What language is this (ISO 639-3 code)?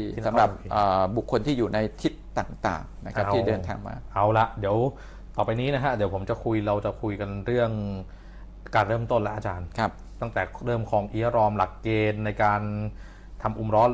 tha